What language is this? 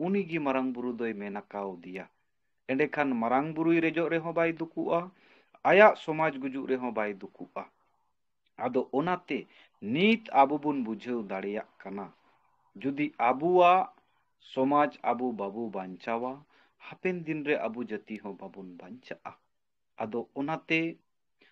Santali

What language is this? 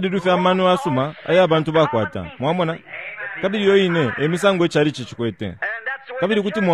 Bemba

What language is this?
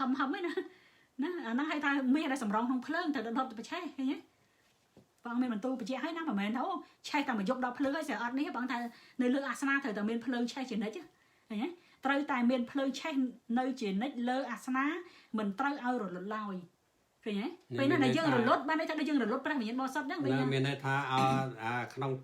Khmer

